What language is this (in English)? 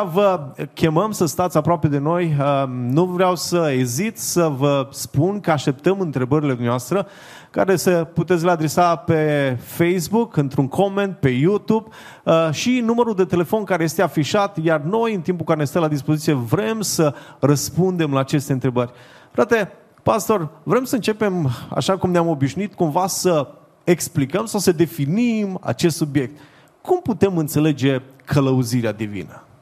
Romanian